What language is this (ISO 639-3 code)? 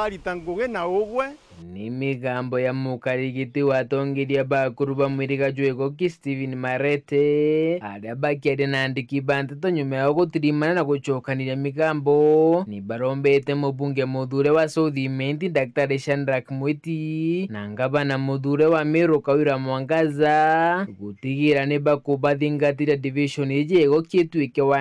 mer